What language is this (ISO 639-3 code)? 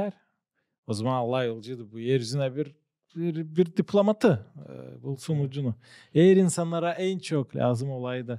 gag